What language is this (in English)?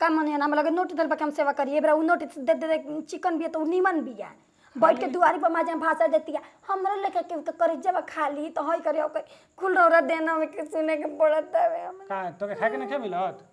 Bhojpuri